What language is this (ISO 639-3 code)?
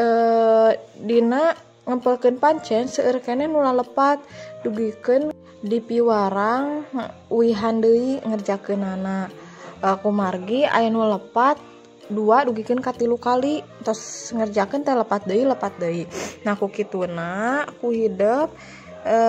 sun